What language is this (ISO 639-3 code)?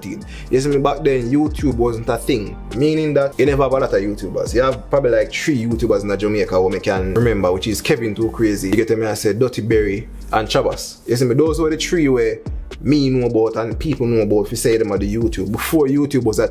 jam